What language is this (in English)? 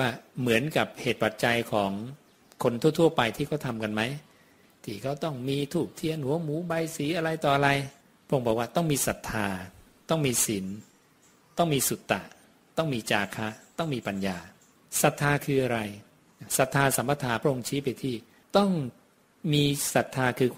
Thai